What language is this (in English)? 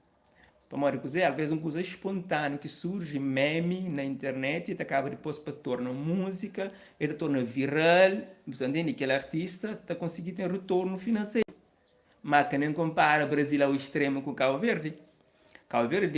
Kabuverdianu